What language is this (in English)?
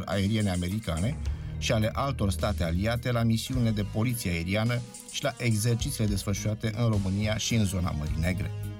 Romanian